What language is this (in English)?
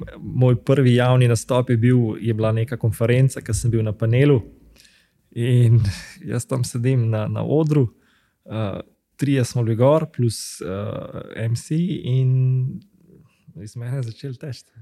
Slovenian